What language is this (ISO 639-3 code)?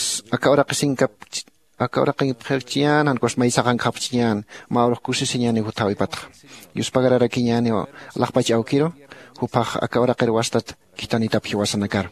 aym